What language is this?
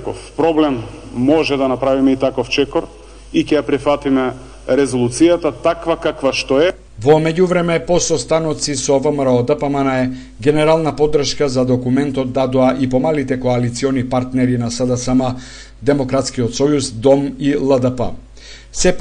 Macedonian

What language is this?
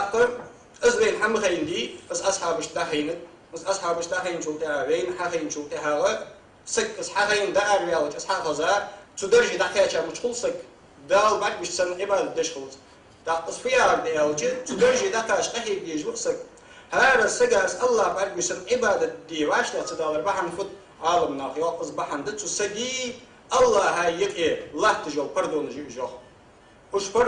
Ingush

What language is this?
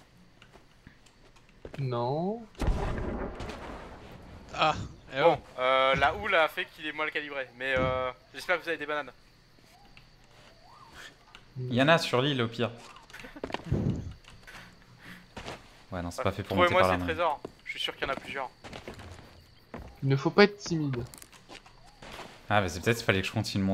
French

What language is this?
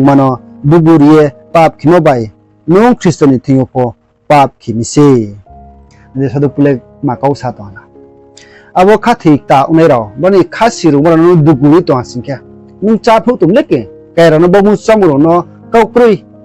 Riang (India)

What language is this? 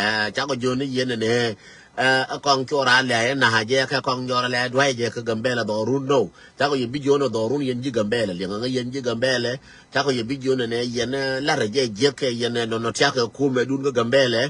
Nuer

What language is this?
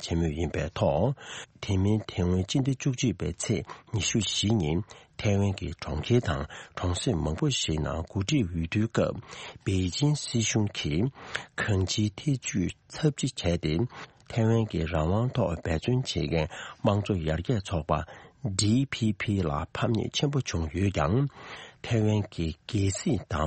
Tibetan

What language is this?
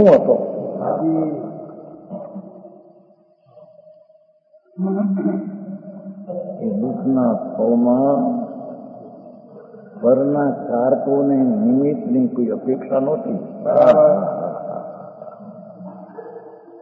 Gujarati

